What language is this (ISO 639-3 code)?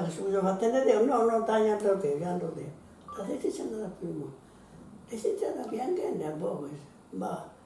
srd